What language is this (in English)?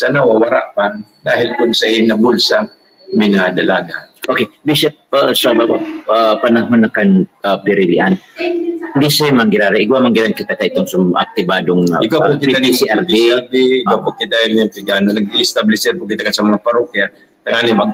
Bikol